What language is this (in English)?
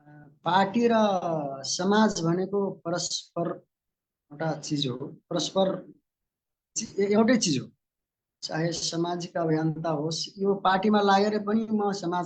Nepali